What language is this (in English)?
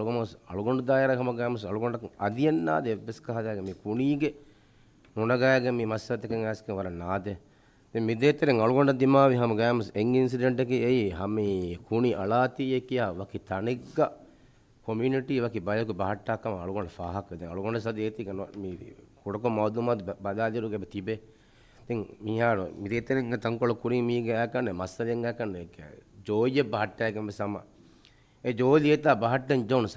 Divehi